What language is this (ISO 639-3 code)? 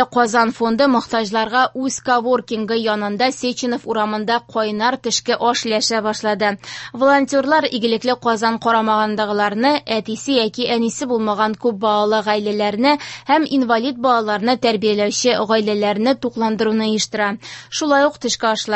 tat